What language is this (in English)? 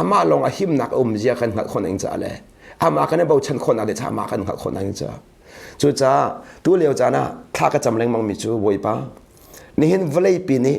Hakha Chin